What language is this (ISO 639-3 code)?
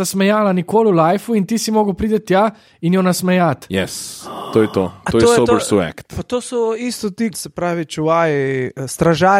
slv